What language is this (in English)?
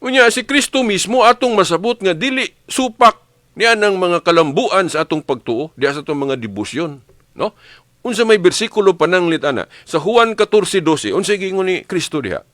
Cebuano